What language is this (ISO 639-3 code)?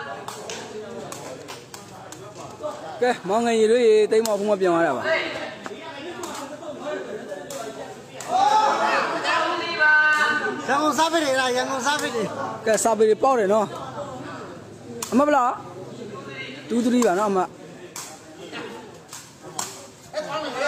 mya